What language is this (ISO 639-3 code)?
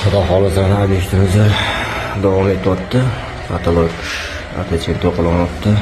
uzb